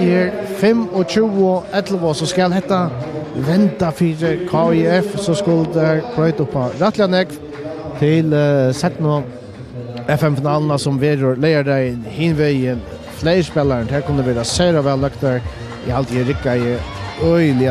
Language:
Faroese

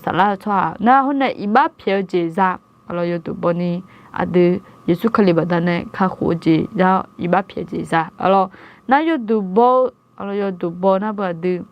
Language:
Akha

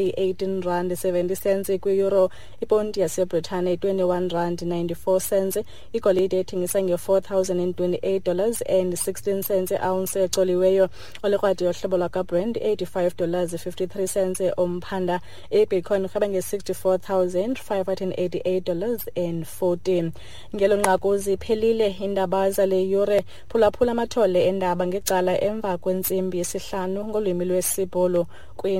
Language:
Xhosa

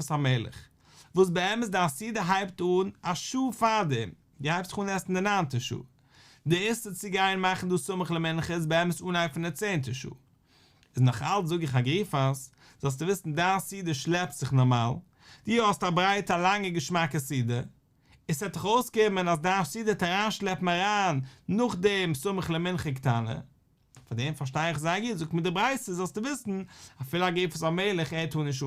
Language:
Yiddish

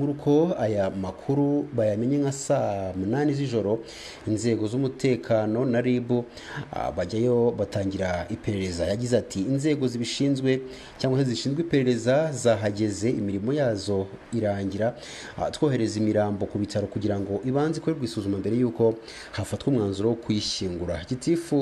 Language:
Kinyarwanda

